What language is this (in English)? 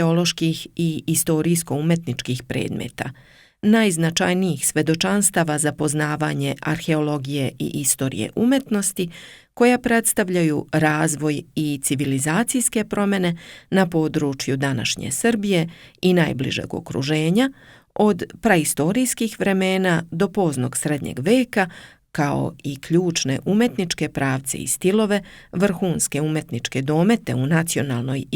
Serbian